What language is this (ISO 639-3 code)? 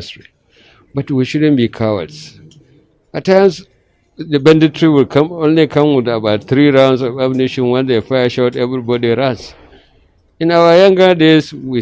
pcm